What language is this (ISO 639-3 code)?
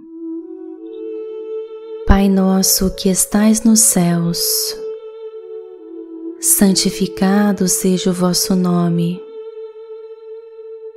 por